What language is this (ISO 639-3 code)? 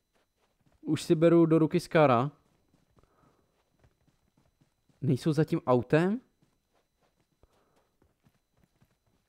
ces